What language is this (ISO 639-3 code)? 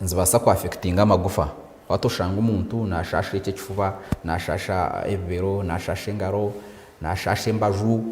nyn